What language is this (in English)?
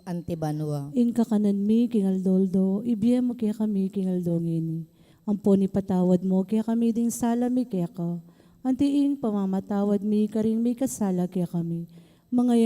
Pampanga